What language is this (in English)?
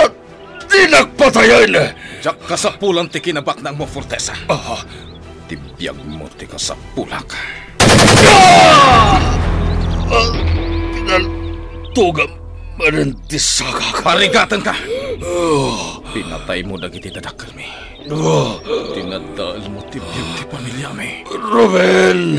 Iloko